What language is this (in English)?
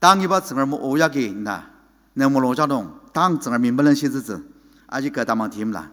Ao Naga